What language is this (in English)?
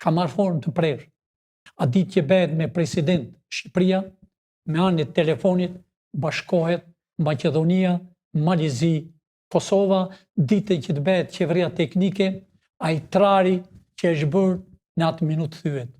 Albanian